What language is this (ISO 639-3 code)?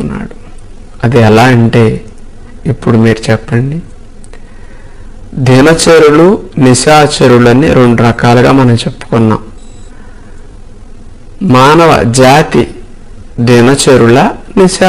tel